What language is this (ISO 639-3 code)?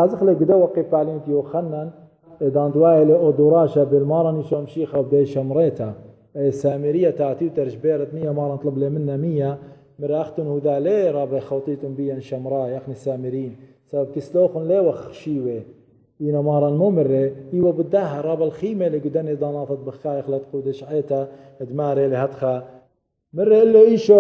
aii